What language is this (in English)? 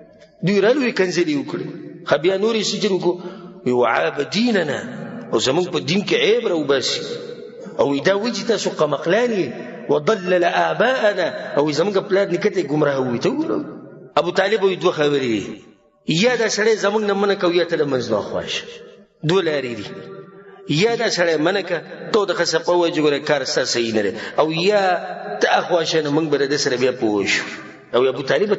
Pashto